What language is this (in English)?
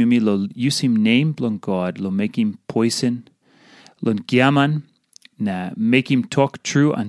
Tok Pisin